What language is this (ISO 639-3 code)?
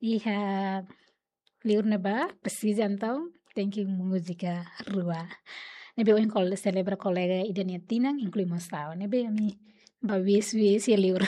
tet